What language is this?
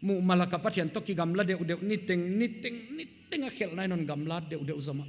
Paite Chin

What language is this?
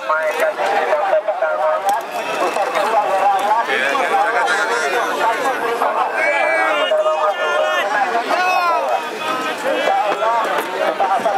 Malay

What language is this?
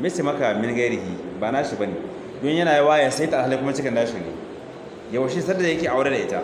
Hausa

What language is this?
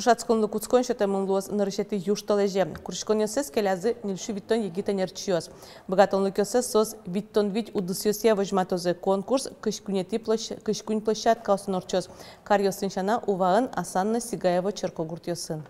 Udmurt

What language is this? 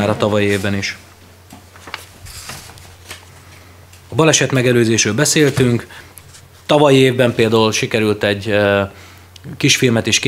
Hungarian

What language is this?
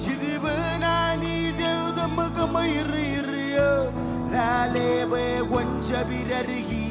Marshallese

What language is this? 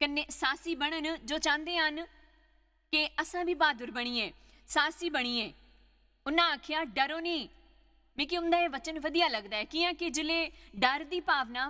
Dogri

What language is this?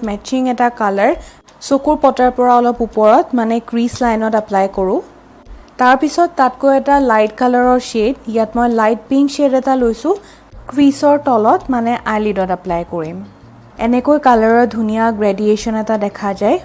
Assamese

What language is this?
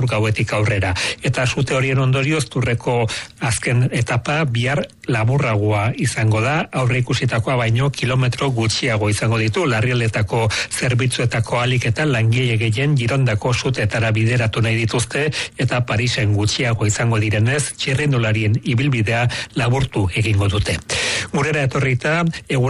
Basque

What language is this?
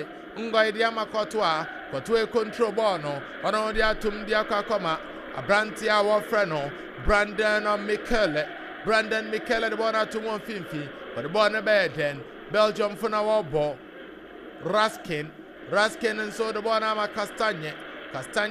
Akan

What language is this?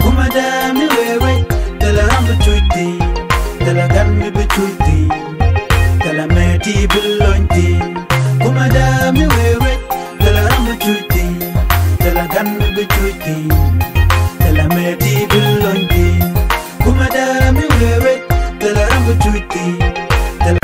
Nuer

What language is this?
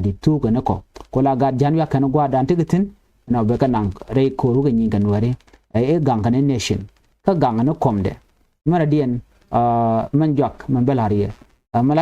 Nuer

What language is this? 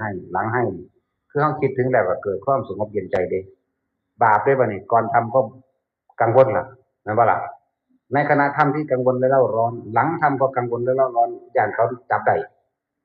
Northeastern Thai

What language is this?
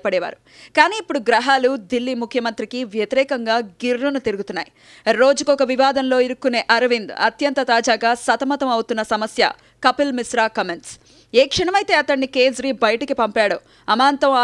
Telugu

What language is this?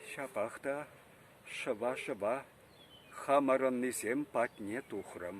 Chuvash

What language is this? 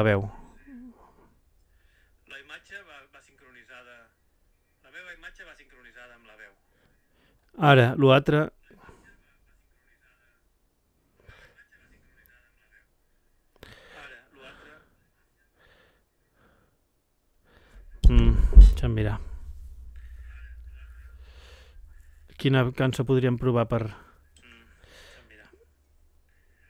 Catalan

